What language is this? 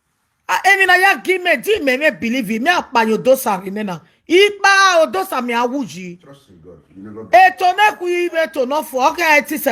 Nigerian Pidgin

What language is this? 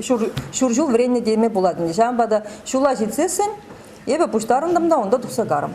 Chuvash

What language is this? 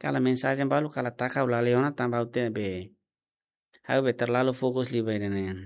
Tetum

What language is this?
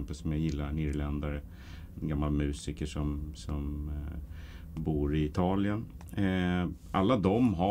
Swedish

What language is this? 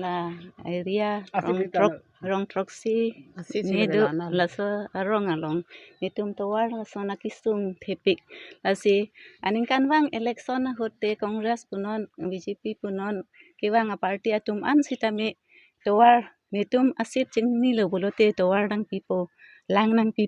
Karbi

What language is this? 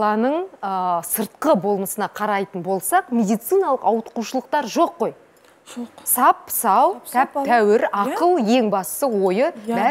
Kazakh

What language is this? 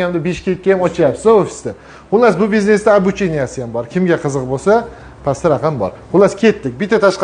Uzbek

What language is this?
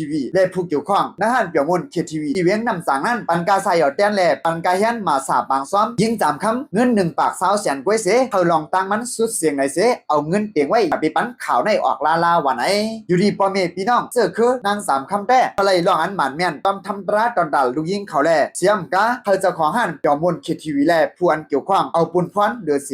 Shan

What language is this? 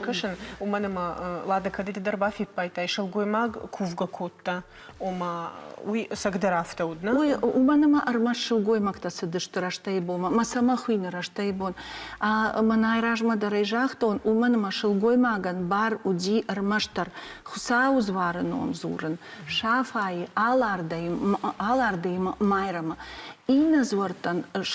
Ossetic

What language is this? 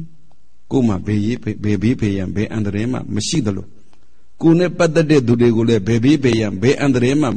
Burmese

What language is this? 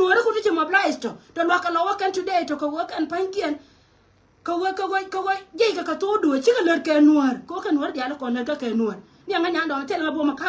Nuer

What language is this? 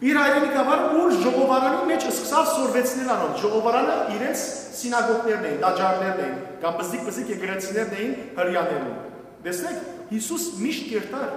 Western Armenian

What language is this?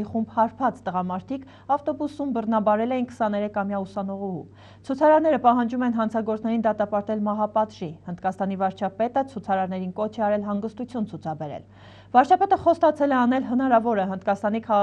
Armenian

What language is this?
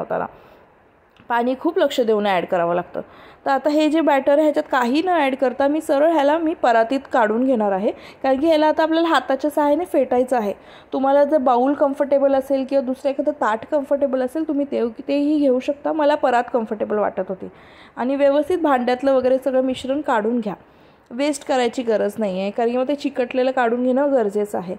Marathi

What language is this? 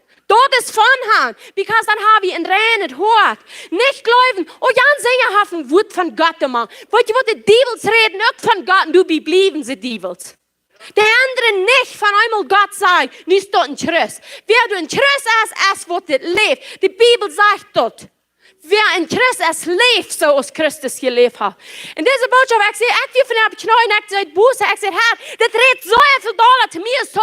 Plautdietsch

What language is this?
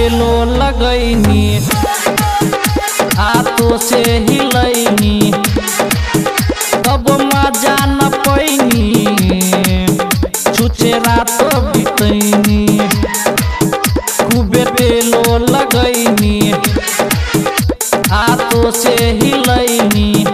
Bhojpuri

